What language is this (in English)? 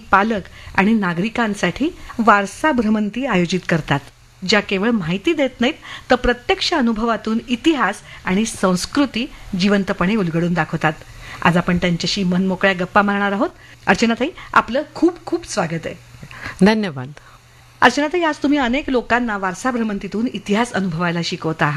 Marathi